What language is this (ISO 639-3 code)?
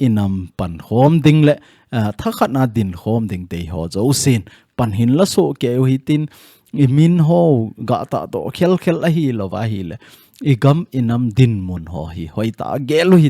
tcz